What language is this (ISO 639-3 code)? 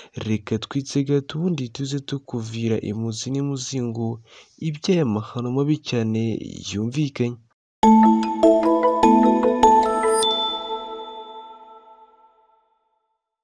kin